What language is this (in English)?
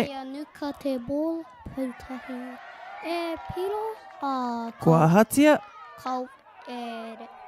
Māori